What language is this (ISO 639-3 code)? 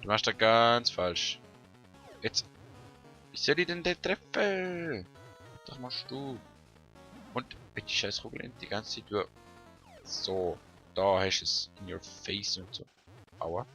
gsw